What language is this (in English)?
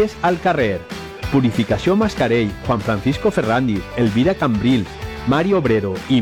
Catalan